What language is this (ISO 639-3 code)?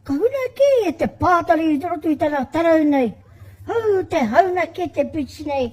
mri